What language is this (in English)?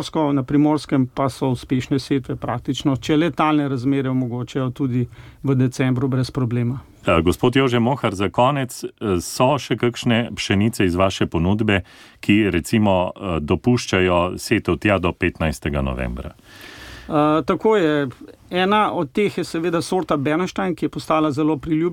Slovenian